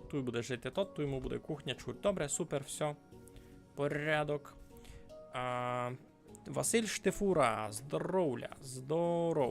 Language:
Rusyn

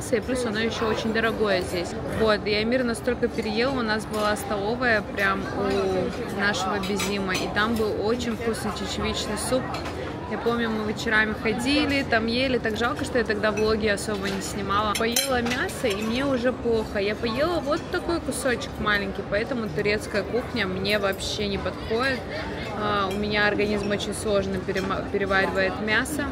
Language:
Russian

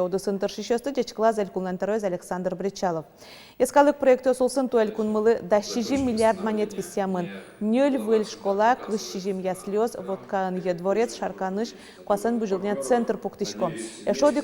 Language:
Udmurt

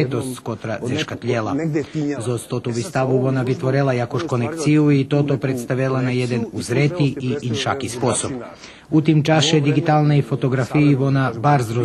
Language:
Rusyn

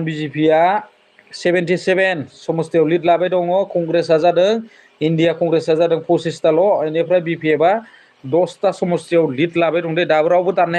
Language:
Bodo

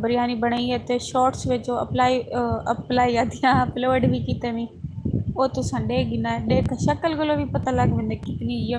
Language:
Saraiki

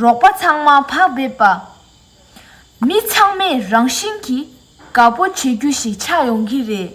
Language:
Tibetan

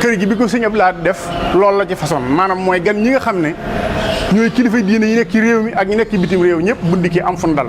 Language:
Wolof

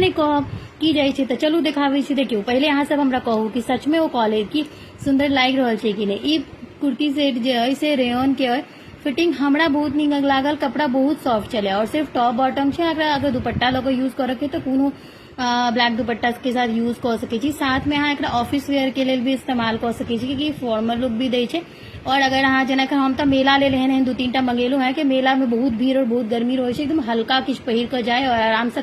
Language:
Maithili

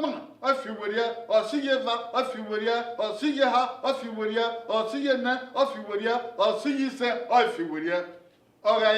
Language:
Bini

